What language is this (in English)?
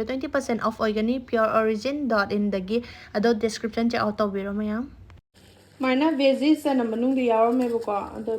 Manipuri